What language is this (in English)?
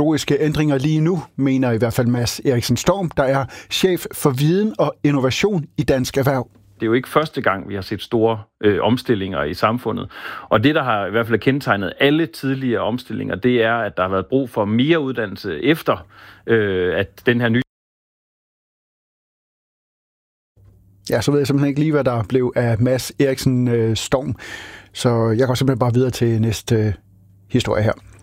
Danish